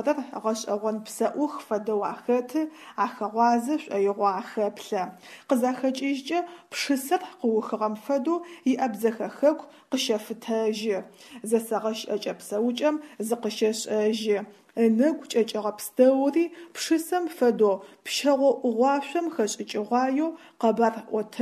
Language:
Adyghe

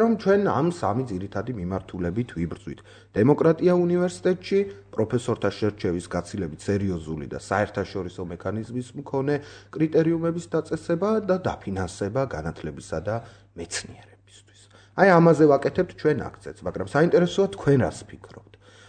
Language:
Georgian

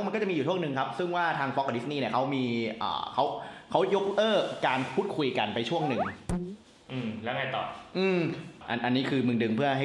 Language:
Thai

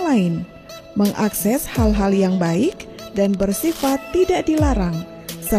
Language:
Indonesian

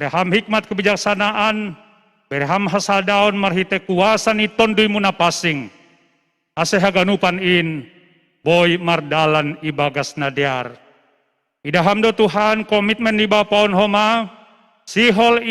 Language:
Batak Simalungun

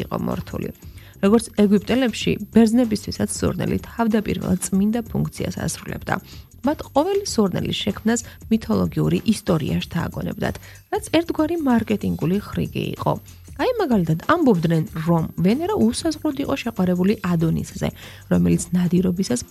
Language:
Georgian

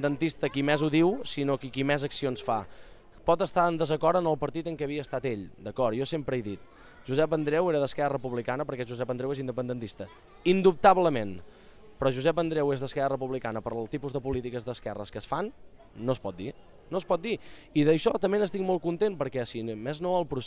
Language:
Catalan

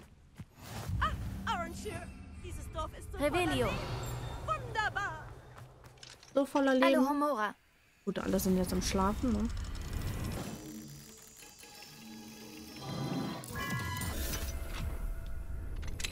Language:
German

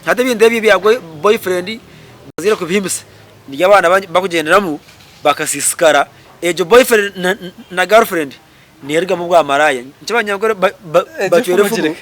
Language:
Nyankole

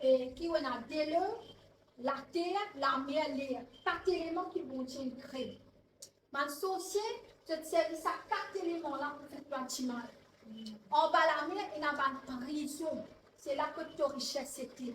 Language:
Morisyen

